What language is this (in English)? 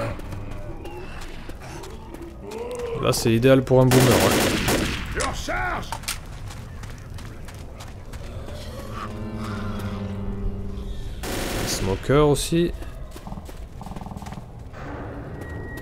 French